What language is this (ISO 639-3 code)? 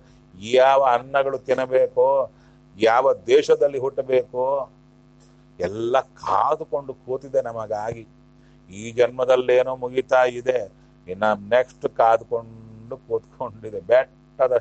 kan